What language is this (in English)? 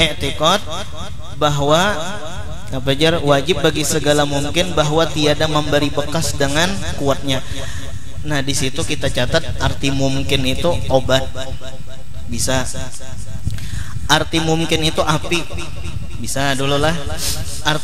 Banjar